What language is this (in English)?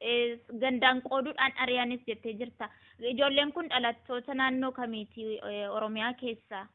Oromo